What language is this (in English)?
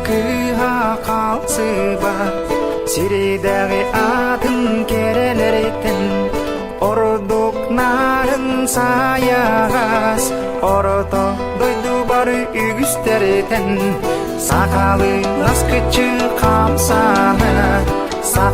Yakut